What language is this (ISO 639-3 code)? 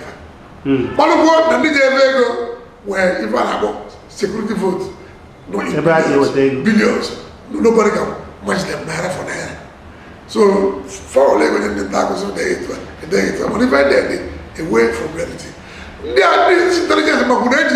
ibo